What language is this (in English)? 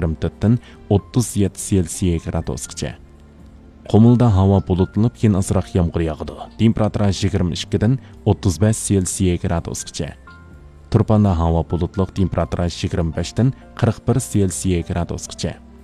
Uyghur